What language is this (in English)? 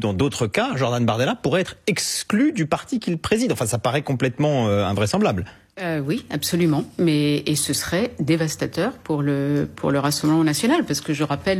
French